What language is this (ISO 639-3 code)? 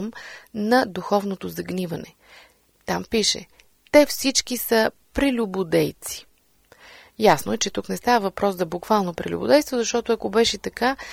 bul